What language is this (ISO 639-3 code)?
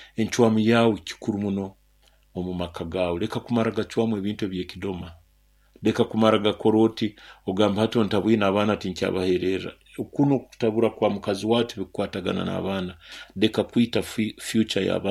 nyo